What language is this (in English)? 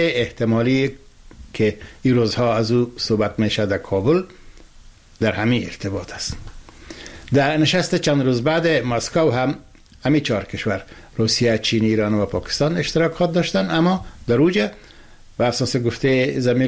Persian